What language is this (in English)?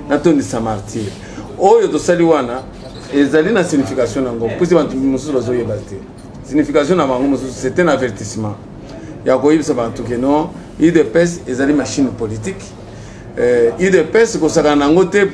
Lingala